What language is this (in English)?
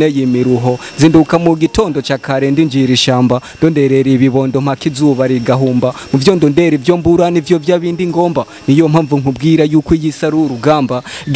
Rundi